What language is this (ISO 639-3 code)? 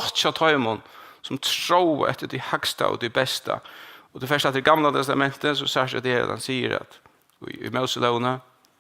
fao